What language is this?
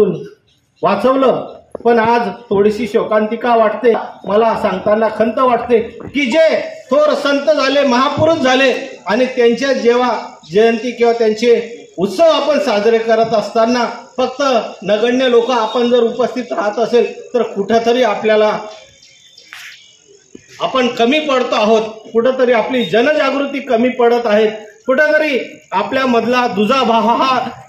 Marathi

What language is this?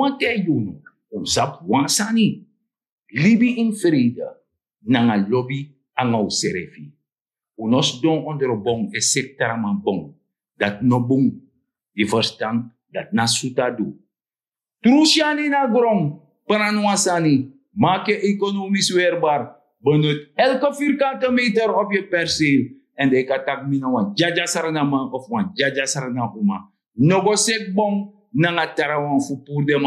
Sranan Tongo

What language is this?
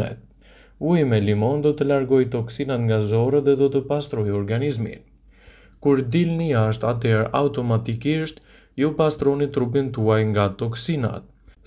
Albanian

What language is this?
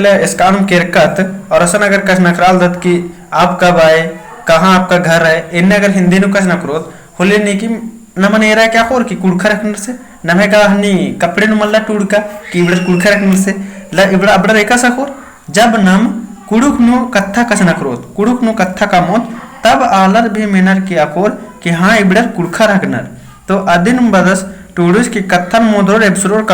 Kurukh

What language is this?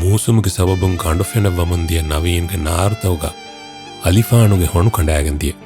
Divehi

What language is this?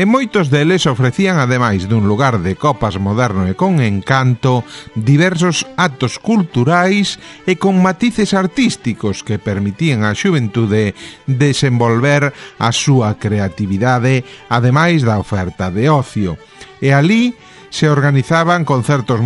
Galician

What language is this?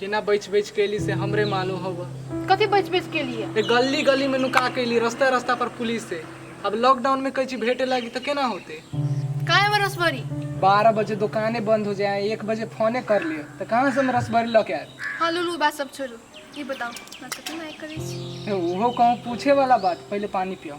Maithili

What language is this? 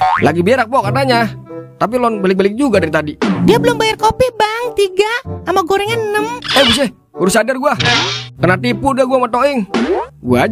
Betawi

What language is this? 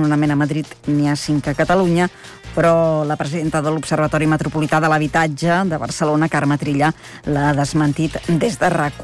Catalan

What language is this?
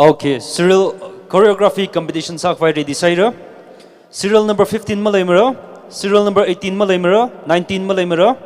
Tangkhul Naga (India)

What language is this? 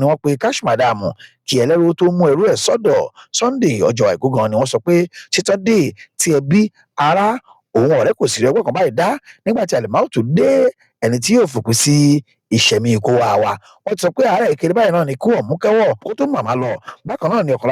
Yoruba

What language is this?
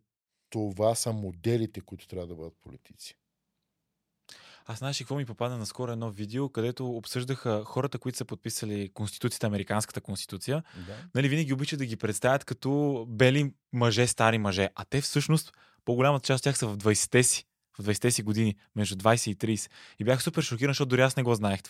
Bulgarian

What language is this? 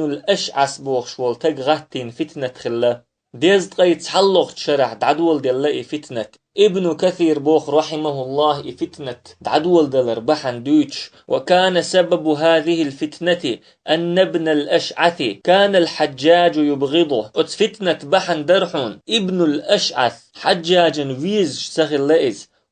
Chechen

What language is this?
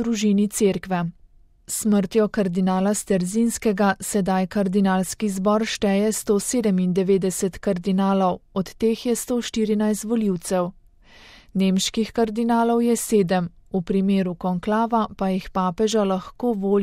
Slovenian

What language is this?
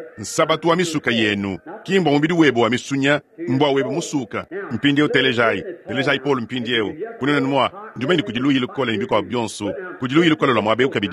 Luba-Lulua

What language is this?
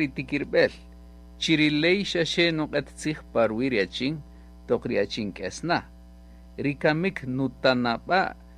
Kaqchikel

